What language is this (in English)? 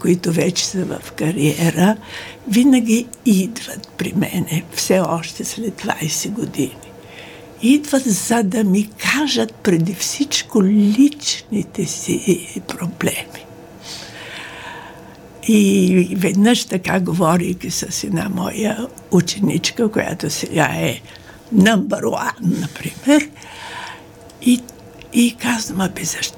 Bulgarian